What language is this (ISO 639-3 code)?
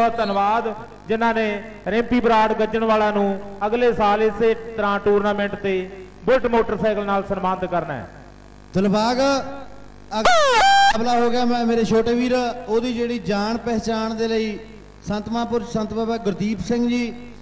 pan